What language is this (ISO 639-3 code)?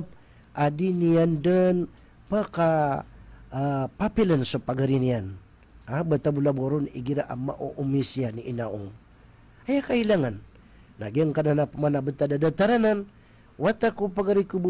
mrw